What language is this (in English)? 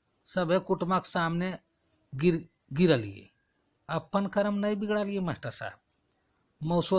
Magahi